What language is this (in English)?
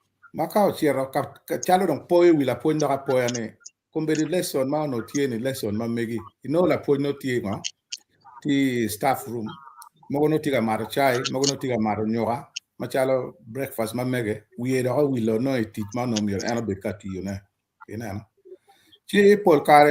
Acoli